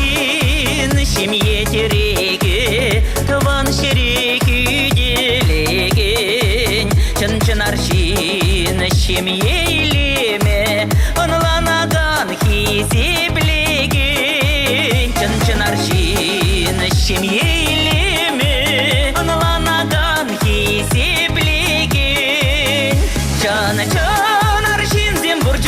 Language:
Chuvash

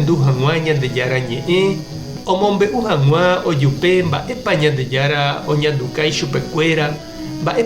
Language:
Guarani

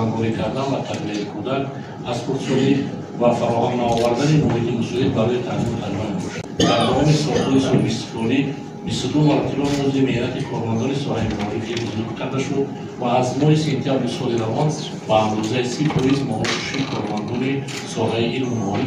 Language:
Tajik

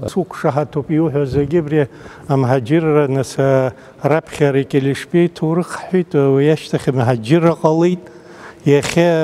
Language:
Abkhazian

